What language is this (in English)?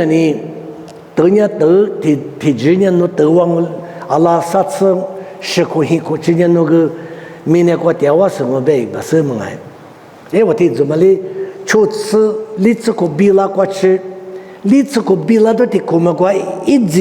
Lisu